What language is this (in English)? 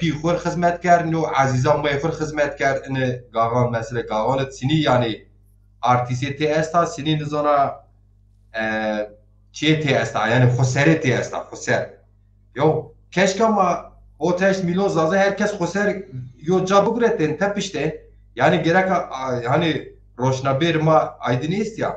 Zaza